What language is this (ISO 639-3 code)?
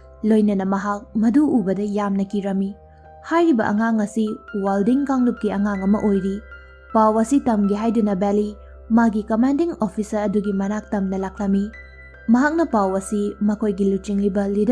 mni